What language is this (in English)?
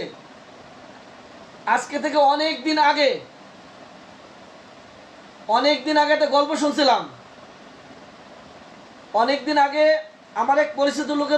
Bangla